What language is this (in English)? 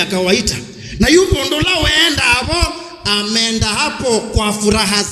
Kamba